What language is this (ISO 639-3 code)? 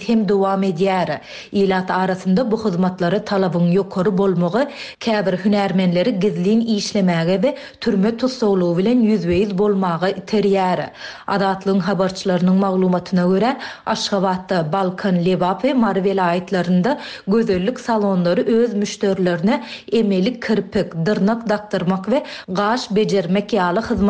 tuk